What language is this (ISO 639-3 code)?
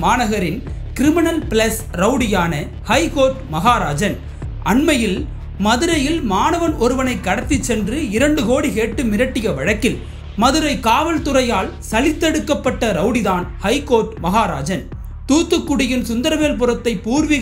tam